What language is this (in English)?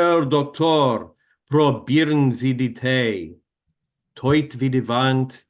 Yiddish